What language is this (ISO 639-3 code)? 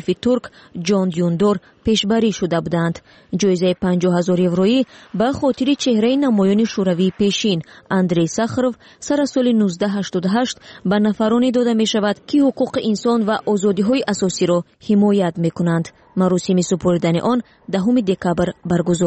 fas